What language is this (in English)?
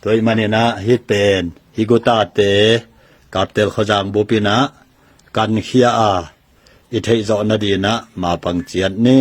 Tedim Chin